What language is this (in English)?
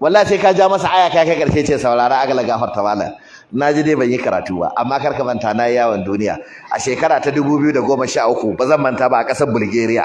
Hausa